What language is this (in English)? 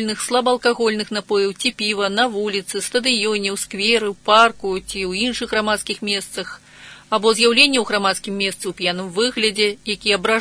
Belarusian